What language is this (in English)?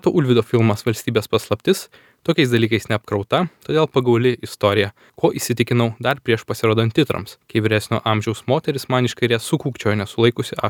Lithuanian